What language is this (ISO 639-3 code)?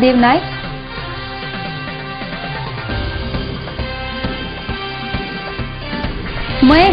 mar